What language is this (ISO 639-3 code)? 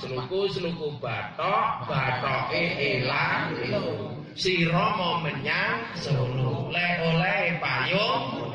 jav